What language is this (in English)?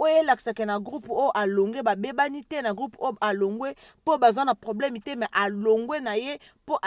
Lingala